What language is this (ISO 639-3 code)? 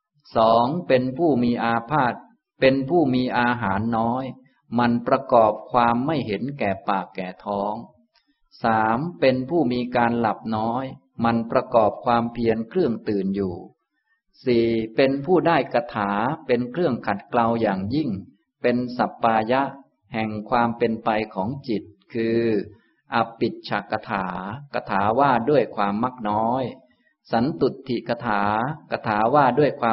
tha